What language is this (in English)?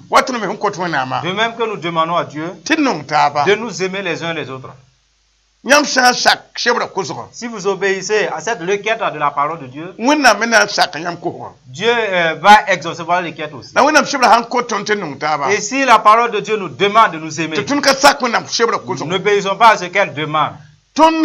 Mossi